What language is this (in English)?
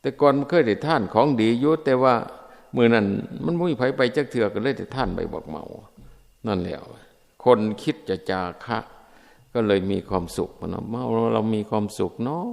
Northeastern Thai